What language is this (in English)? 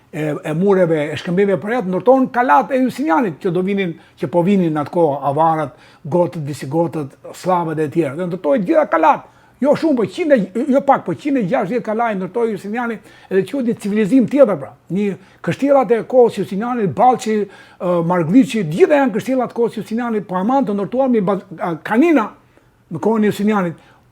Albanian